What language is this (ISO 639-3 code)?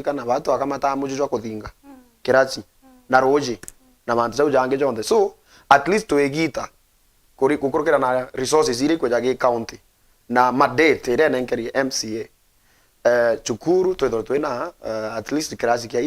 mer